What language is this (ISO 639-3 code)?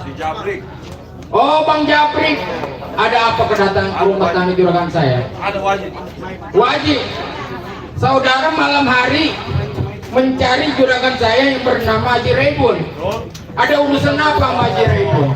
bew